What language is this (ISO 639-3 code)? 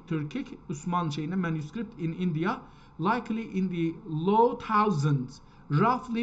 azb